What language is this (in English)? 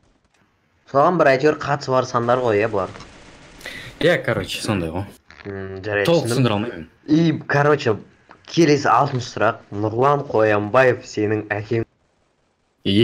Kazakh